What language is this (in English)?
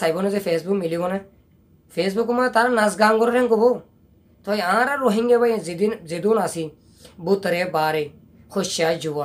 Rohingya